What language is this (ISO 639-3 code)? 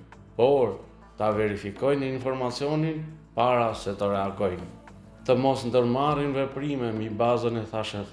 sqi